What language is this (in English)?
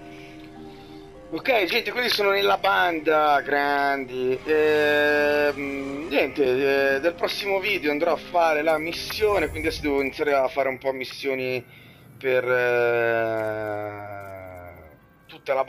Italian